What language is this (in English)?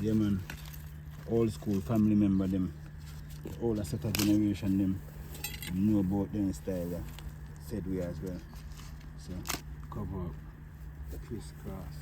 Jamaican Creole English